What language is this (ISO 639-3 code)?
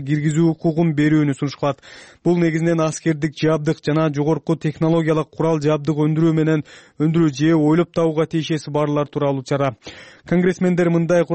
kir